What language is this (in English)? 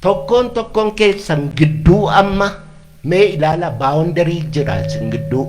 Oromo